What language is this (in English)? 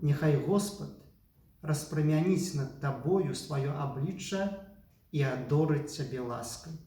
Belarusian